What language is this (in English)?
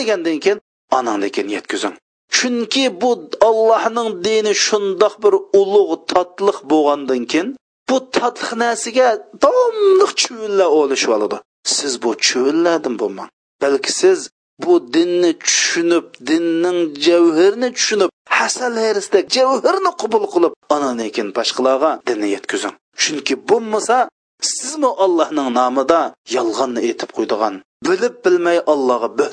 Uyghur